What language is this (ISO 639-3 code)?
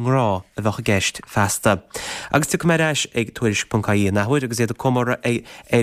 gle